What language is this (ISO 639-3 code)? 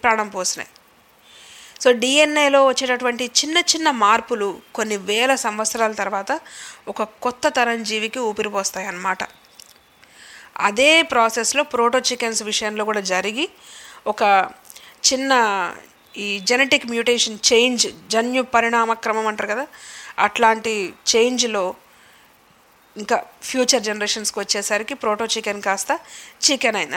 tel